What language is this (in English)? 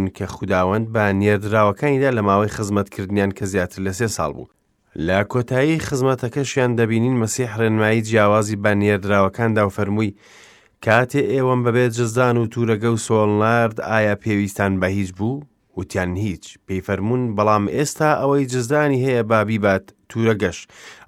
Central Kurdish